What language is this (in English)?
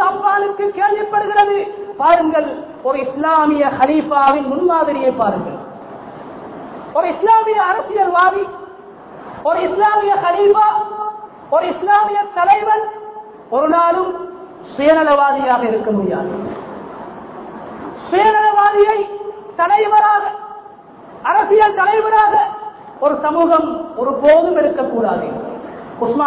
Tamil